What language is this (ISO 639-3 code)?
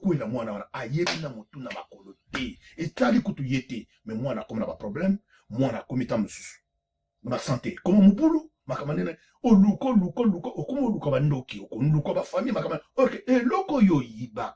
lin